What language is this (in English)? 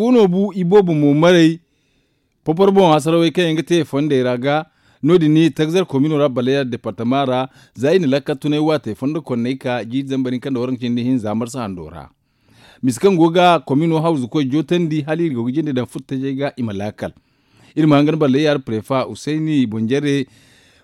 Zarma